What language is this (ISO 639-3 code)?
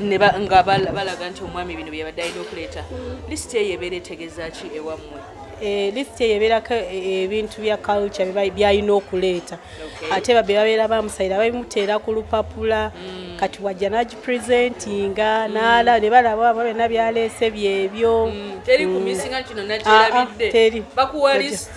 lug